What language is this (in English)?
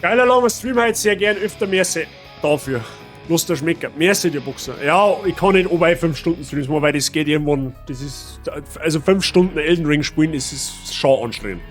Bavarian